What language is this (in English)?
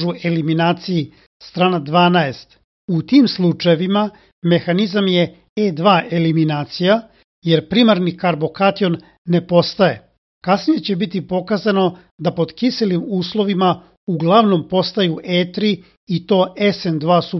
Serbian